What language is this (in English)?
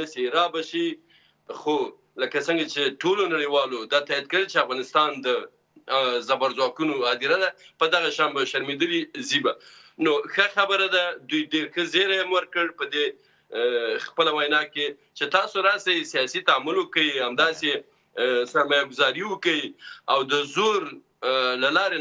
Pashto